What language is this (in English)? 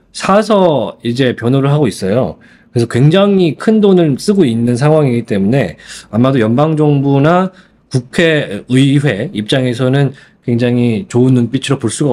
Korean